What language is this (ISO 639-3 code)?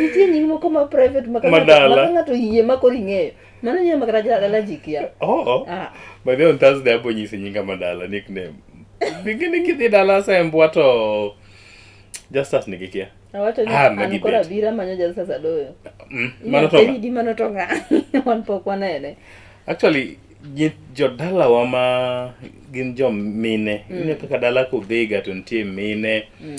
luo